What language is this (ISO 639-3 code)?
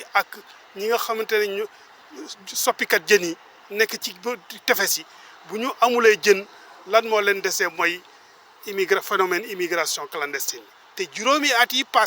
wol